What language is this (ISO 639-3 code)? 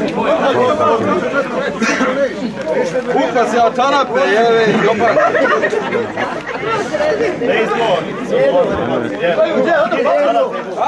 hrv